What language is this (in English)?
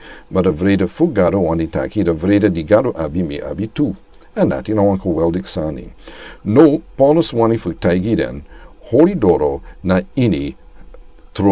Sranan Tongo